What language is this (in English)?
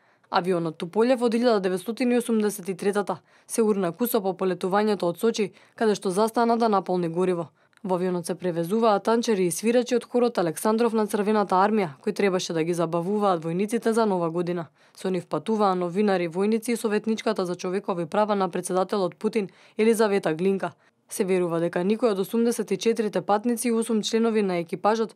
Macedonian